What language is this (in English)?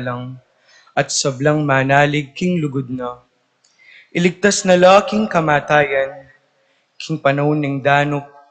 Pampanga